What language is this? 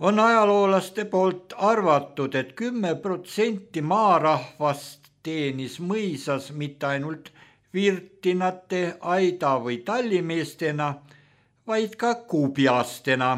Estonian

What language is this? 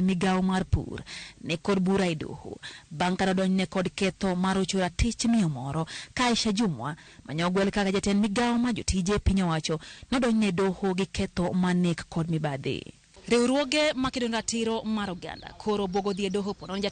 Luo (Kenya and Tanzania)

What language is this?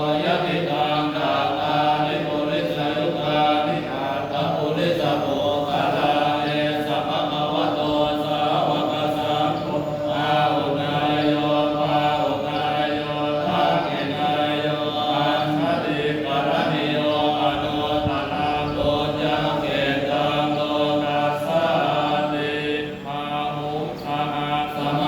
Pali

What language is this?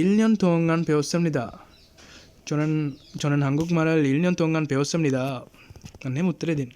Sinhala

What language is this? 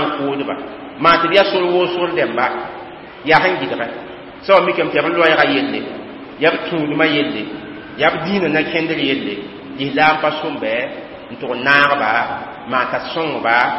Mossi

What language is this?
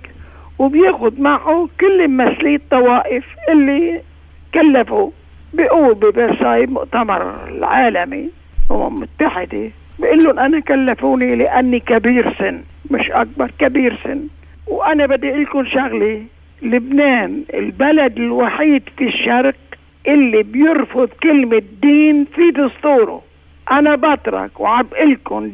North Levantine Arabic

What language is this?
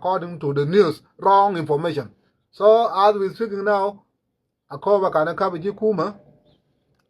Nuer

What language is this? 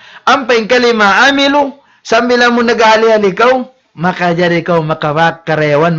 Tausug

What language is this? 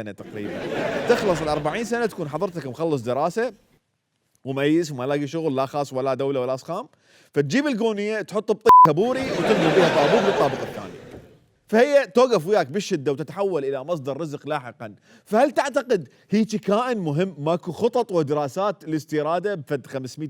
Mesopotamian Arabic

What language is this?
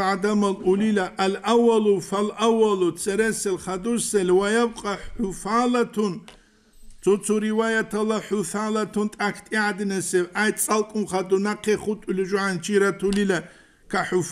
Avaric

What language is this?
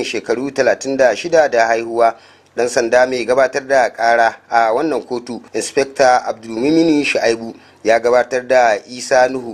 Hausa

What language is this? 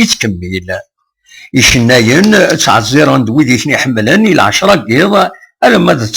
Kabyle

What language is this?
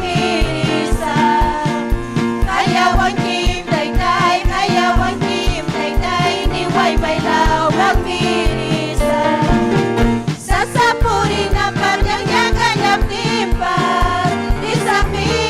Ayacucho Quechua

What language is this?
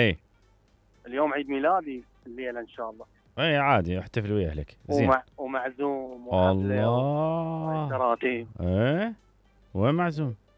Mesopotamian Arabic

